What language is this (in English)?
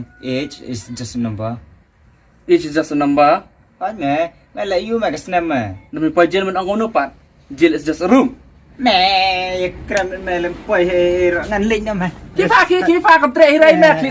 Khasi